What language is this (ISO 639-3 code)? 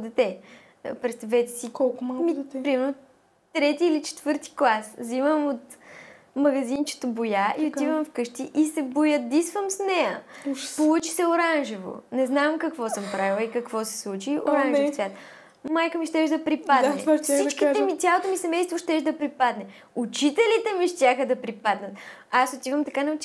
bul